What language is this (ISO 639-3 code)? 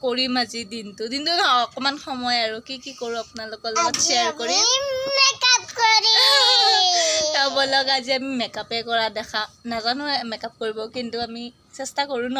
asm